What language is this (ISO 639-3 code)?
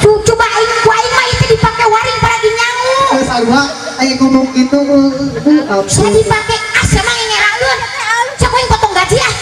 sun